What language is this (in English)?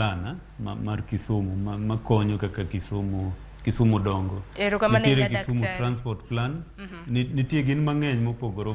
Luo (Kenya and Tanzania)